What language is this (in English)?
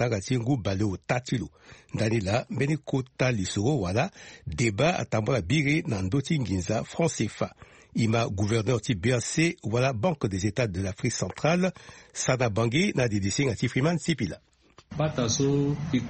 Sango